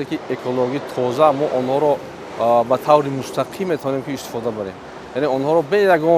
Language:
Tajik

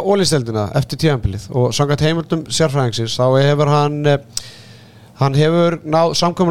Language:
Icelandic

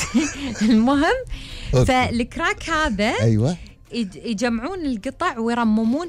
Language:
Gulf Arabic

